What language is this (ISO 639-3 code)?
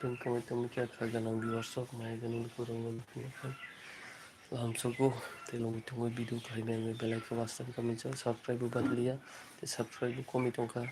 trp